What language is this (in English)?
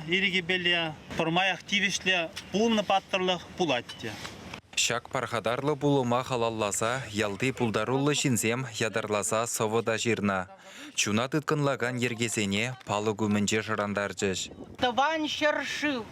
Chuvash